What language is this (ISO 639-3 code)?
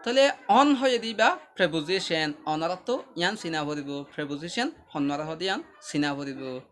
rhg